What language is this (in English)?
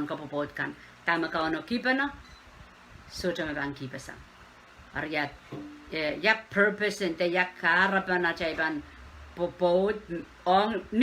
Pohnpeian